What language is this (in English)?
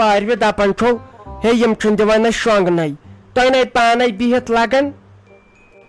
Kashmiri